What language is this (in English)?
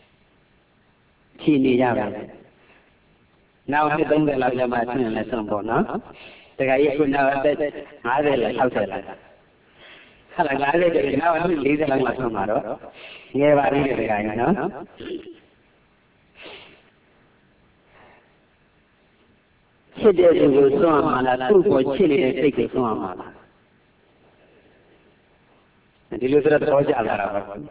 Burmese